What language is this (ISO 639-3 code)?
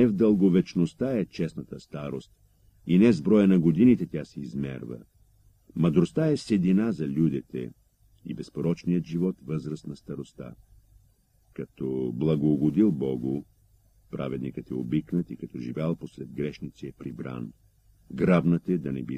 bul